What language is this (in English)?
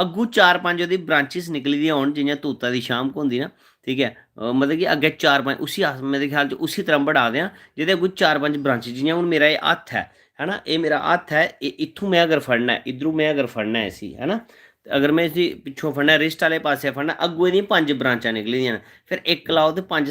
Dogri